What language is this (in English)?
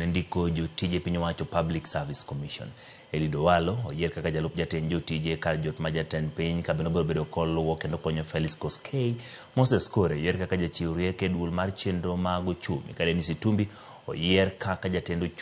Luo (Kenya and Tanzania)